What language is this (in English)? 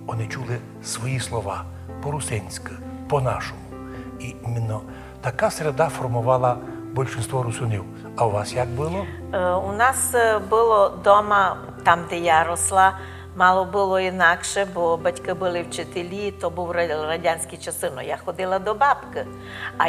Rusyn